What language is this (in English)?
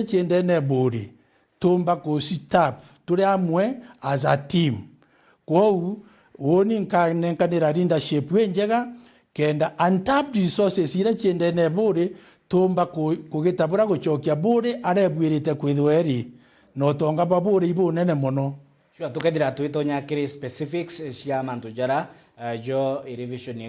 Meru